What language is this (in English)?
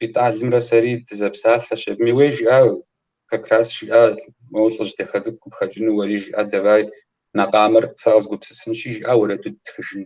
Kabardian